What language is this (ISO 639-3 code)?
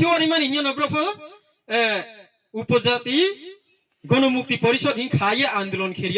ria